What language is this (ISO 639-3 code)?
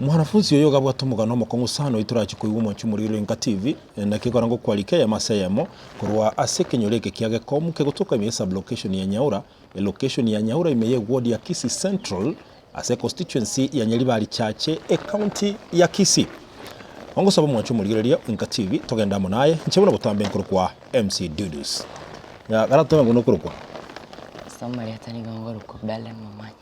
guz